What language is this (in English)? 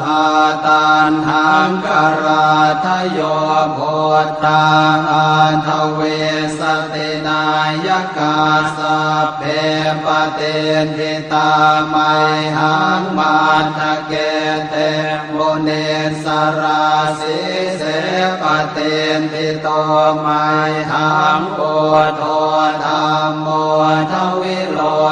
Pali